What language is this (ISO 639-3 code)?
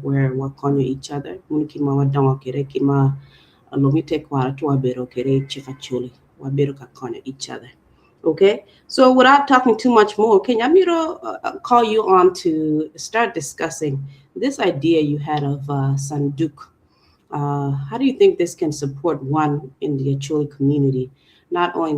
ach